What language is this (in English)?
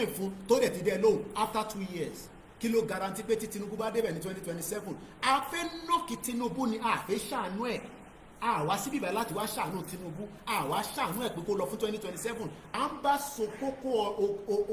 Yoruba